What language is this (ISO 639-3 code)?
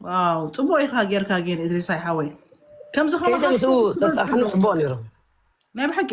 tir